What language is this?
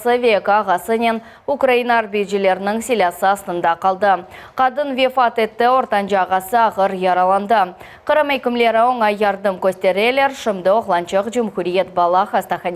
Crimean Tatar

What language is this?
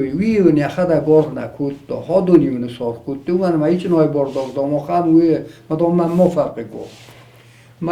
Ossetic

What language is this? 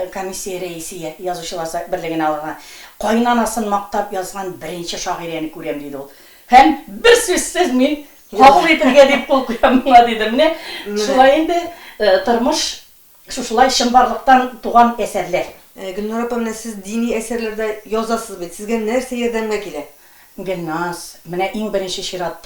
Tatar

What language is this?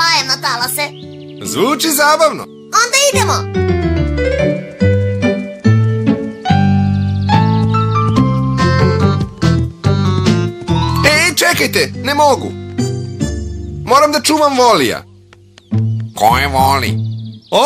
Serbian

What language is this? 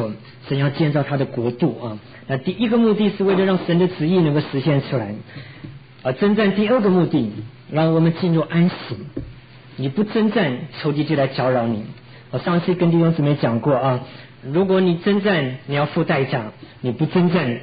Chinese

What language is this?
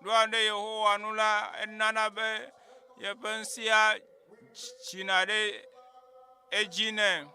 Ewe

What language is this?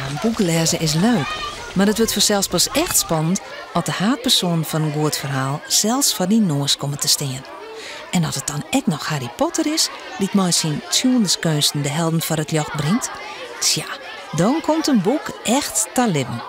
Western Frisian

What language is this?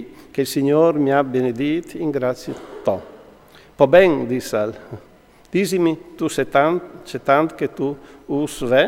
Friulian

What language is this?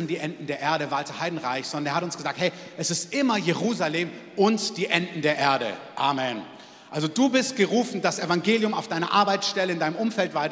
German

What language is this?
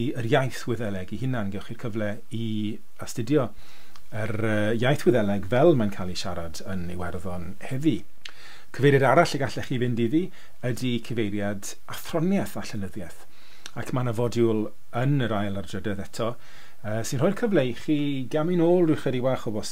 Welsh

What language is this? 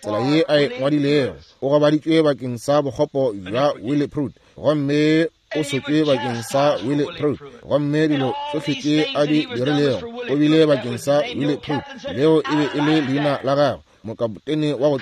Northern Sotho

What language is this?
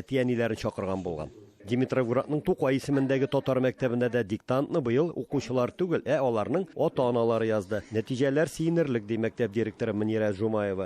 Tatar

